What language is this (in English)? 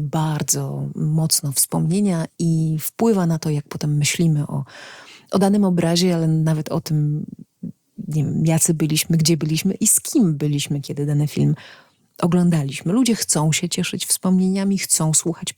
Polish